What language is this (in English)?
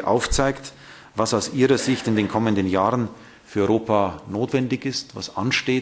Luxembourgish